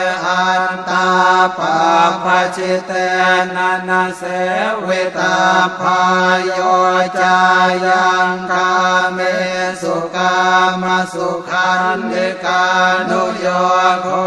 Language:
Pali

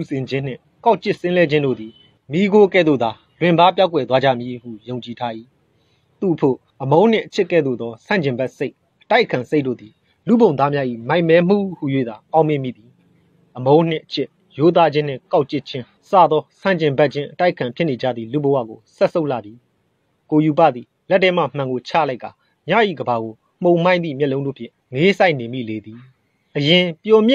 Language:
Burmese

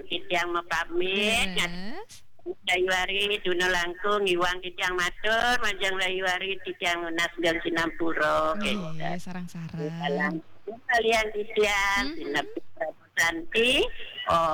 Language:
Balinese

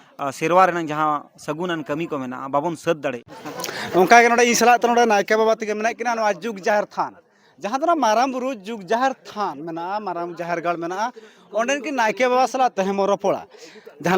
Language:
Santali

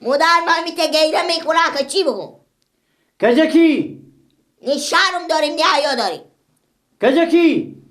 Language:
Persian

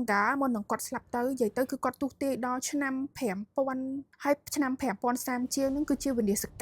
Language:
Khmer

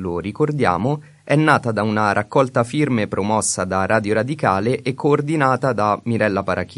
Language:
Italian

